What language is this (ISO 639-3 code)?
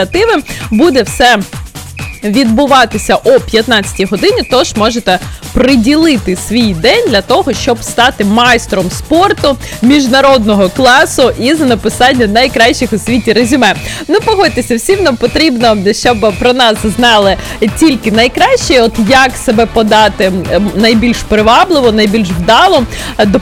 ukr